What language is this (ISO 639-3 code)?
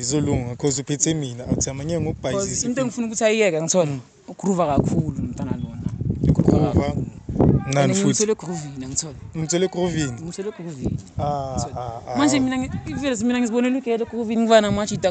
zul